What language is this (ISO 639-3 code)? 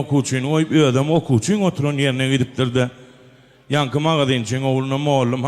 tuk